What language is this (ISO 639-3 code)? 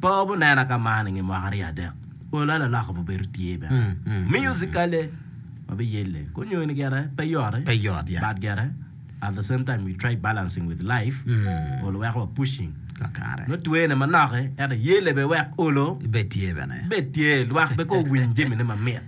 ach